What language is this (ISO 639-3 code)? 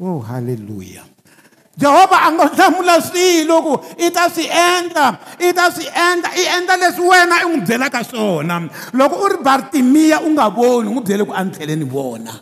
tso